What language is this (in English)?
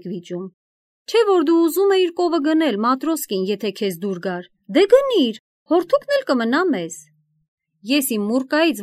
Armenian